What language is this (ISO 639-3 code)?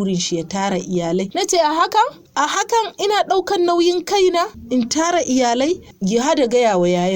hau